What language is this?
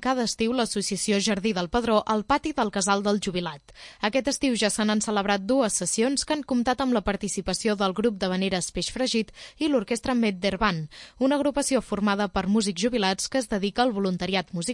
Catalan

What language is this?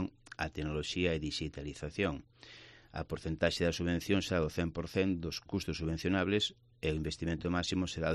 Galician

